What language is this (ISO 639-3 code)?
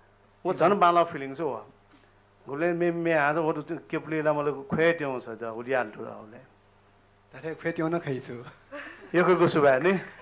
new